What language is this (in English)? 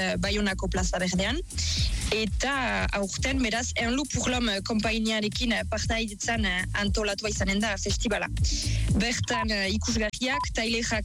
Basque